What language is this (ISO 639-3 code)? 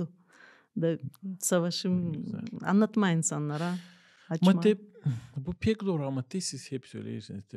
gag